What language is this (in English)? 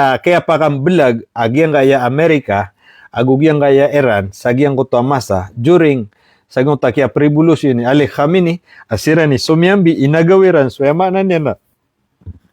Maranao